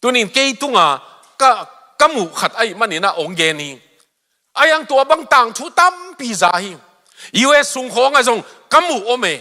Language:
Tedim Chin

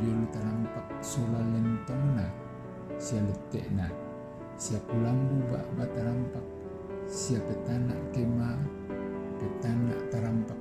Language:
Toraja-Sa'dan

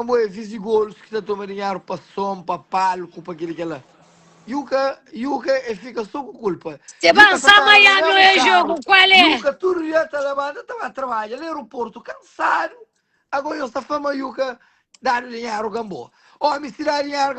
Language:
Kabuverdianu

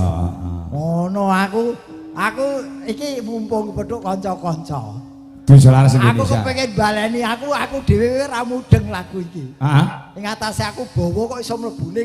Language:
Javanese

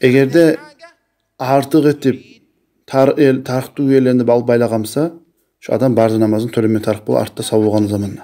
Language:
Kumyk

